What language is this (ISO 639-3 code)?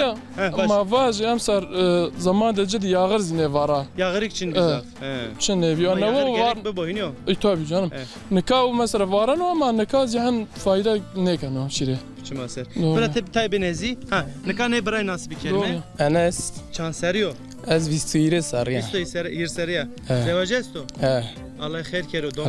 zza